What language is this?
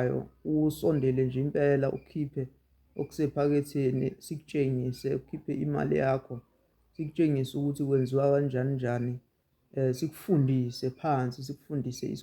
Zulu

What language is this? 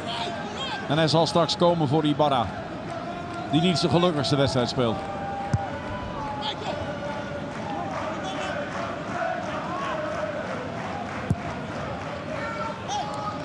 Dutch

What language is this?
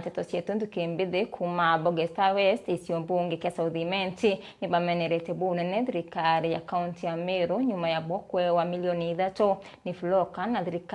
Meru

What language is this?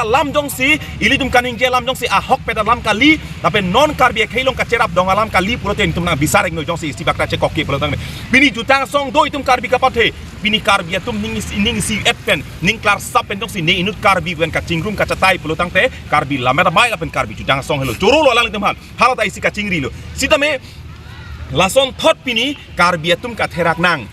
Karbi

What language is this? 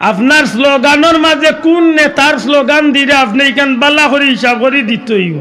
Sylheti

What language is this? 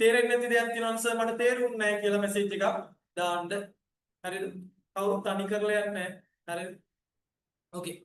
Sinhala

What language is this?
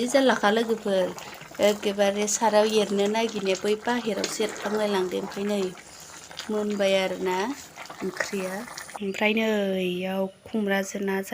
Bodo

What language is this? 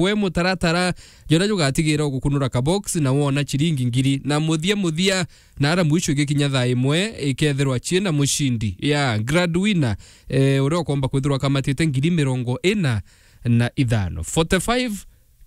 Meru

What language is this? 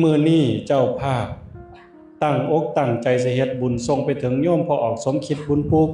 Northeastern Thai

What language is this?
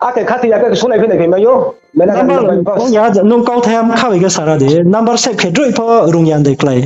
Riang (India)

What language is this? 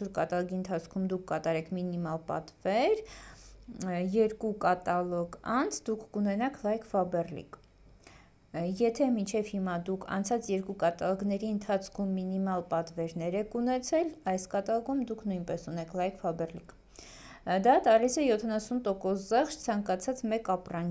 Armenian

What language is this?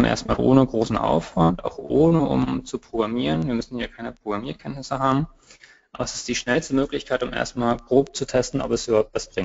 German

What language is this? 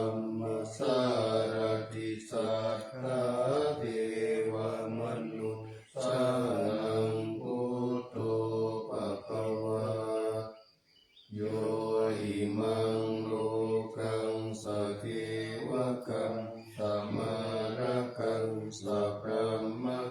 Pali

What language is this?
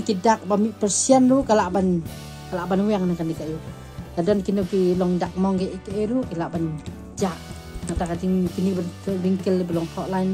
Khasi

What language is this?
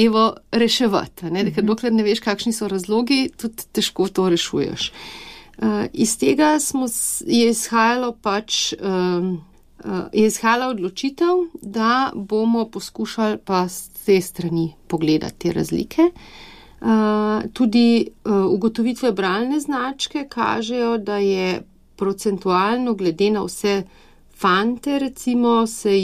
Slovenian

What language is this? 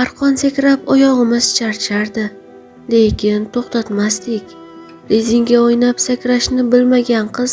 Uzbek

